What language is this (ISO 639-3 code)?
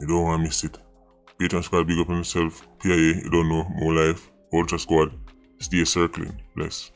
jam